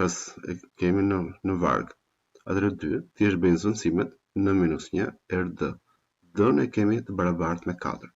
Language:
Albanian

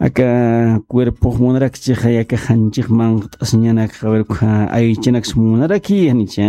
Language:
Aymara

